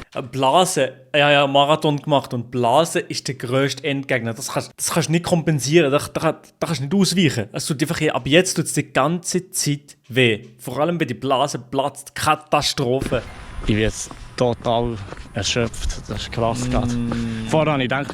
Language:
Swiss German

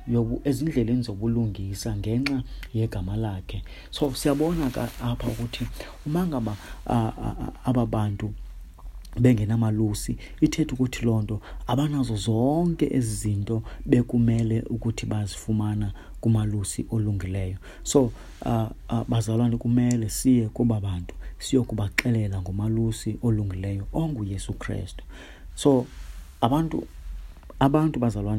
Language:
Xhosa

